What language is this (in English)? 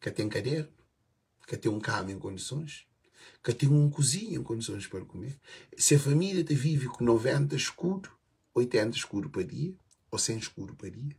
Kabuverdianu